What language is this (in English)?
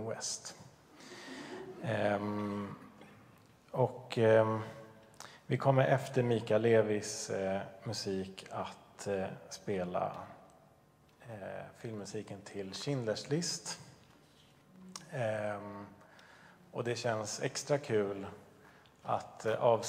Swedish